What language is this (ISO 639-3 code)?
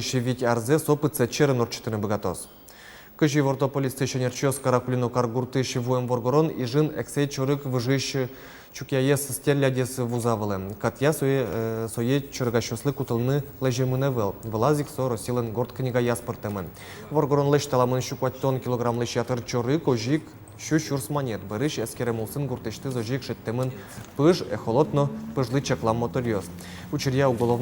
udm